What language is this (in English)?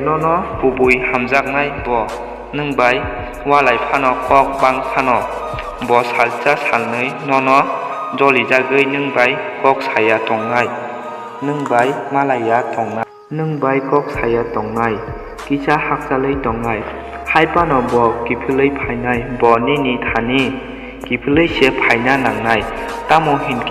Kok Borok